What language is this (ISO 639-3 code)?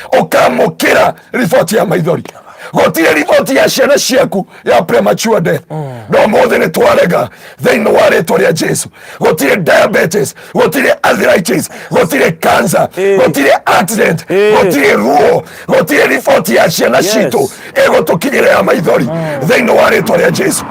kik